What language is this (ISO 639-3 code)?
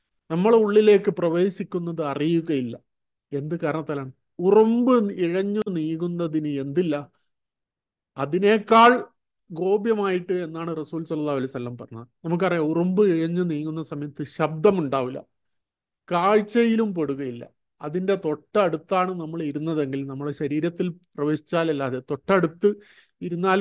mal